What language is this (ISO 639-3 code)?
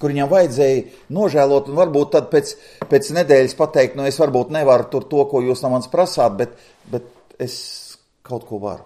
lav